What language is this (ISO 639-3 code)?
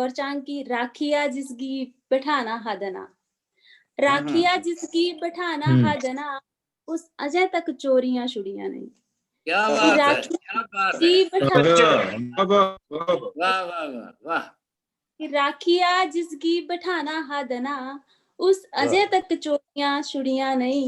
doi